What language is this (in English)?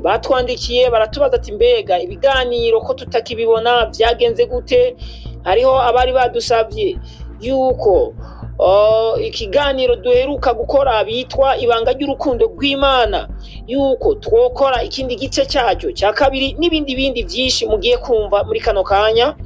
Rundi